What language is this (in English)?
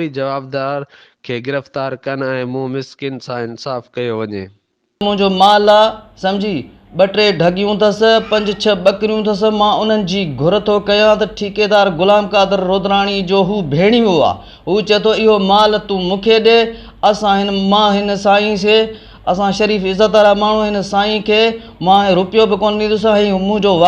Sindhi